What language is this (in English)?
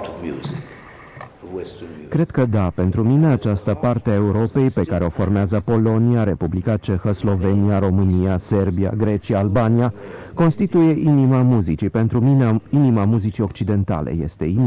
Romanian